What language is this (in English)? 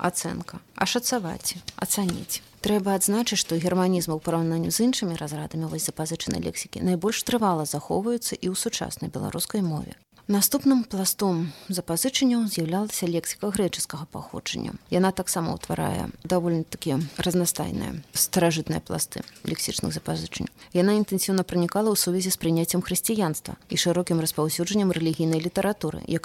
Belarusian